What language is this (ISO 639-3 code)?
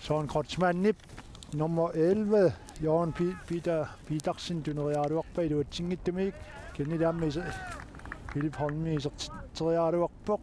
kal